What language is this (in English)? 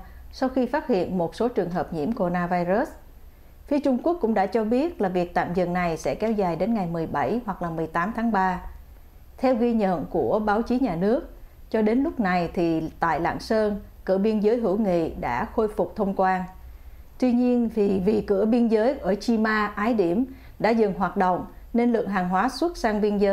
Vietnamese